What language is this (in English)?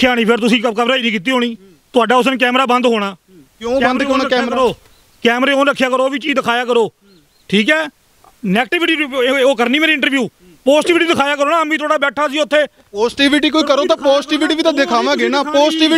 Punjabi